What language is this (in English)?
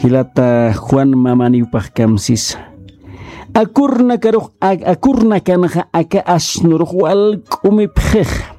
Aymara